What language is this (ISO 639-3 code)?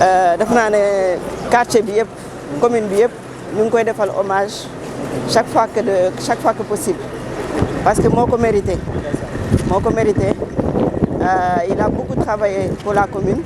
wol